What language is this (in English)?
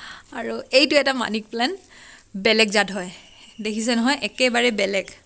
Assamese